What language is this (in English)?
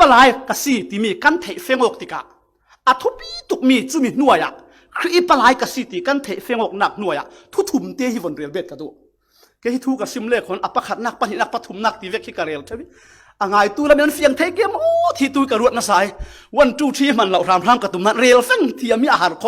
Falam Chin